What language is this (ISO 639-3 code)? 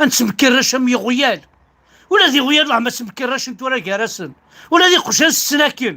kab